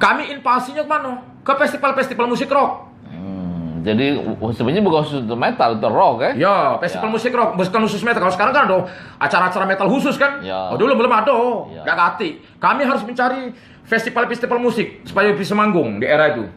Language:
Musi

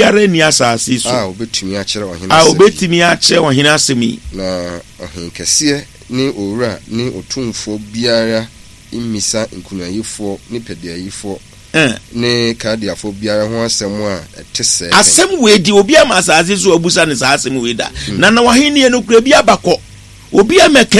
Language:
Akan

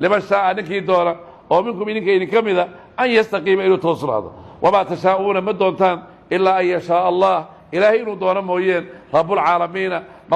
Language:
Somali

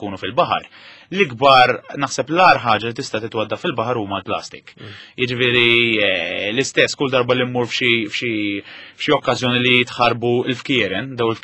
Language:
Maltese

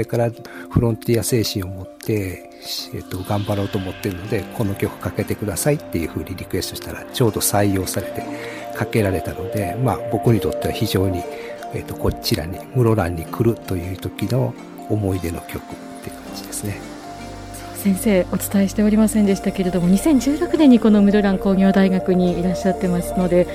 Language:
Japanese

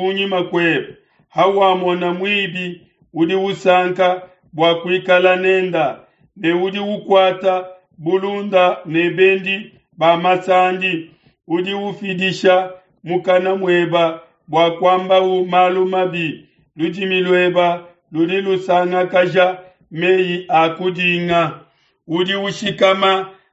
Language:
Luba-Lulua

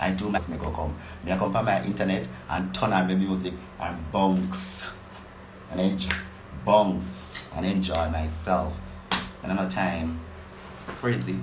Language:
Jamaican Creole English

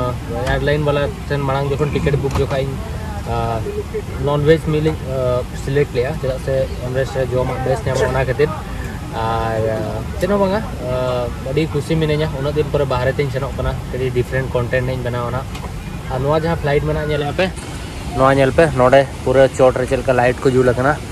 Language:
Santali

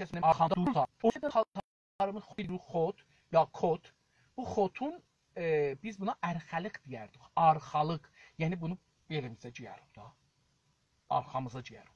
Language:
South Azerbaijani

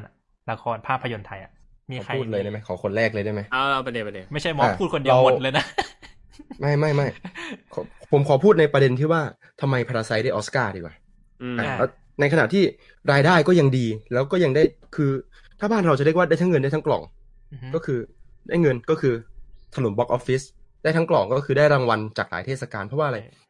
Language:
Thai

